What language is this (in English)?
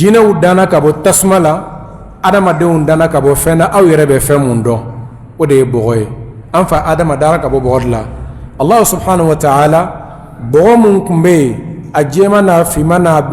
Bambara